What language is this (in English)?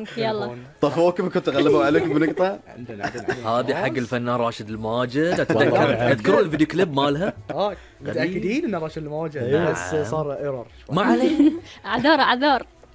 Gulf Arabic